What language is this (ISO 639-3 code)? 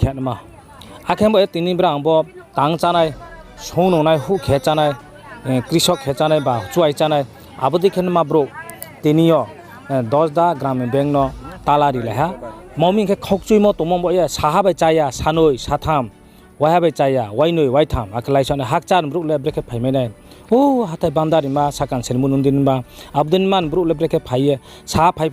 ria